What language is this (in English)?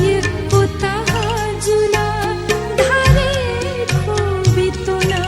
Newari